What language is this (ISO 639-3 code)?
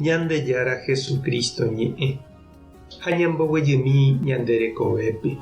grn